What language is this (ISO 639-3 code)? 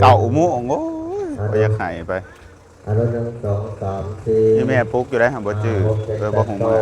lao